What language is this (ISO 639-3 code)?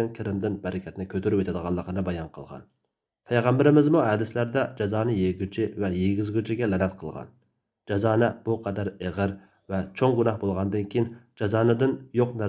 uig